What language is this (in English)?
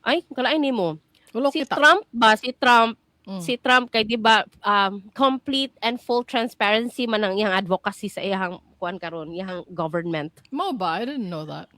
Cebuano